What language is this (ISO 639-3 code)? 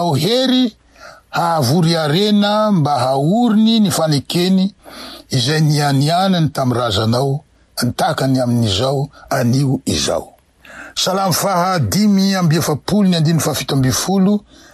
mlg